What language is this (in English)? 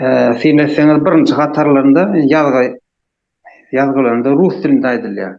Turkmen